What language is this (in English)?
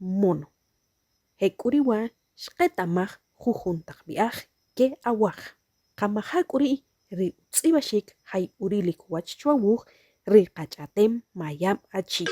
Achi